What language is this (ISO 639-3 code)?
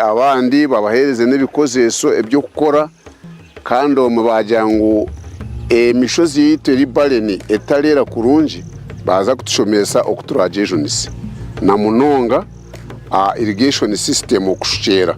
nyn